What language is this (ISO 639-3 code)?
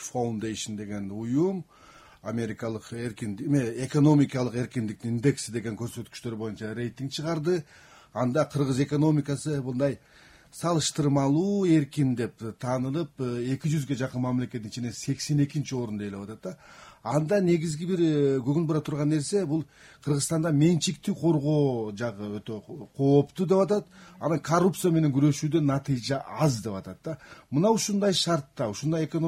kir